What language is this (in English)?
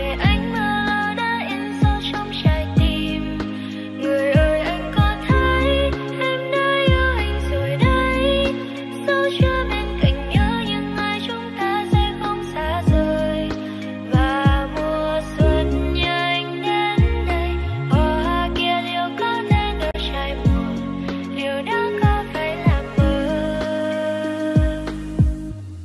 Vietnamese